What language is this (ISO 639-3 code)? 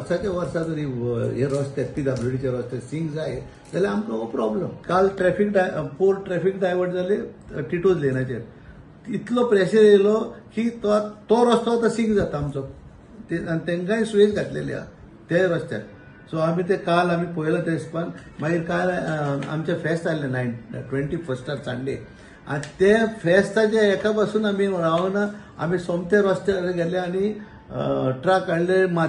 kok